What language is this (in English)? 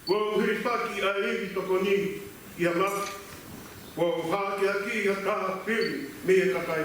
Tongan